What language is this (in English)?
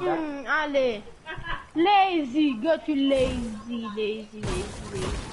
Morisyen